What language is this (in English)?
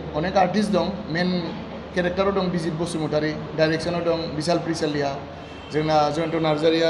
Bodo